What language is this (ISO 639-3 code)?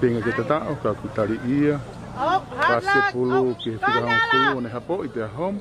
ton